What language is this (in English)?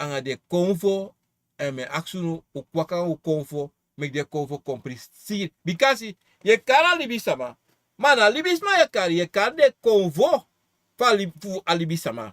Sranan Tongo